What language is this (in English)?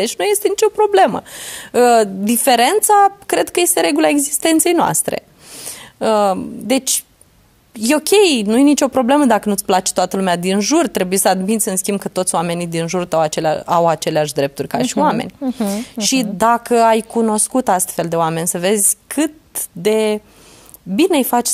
Romanian